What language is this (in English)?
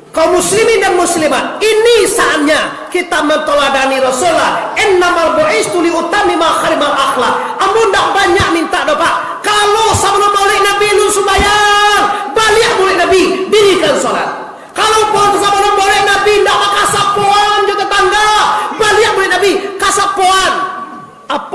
Minangkabau